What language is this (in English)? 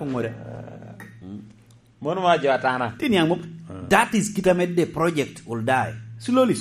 Lango (Uganda)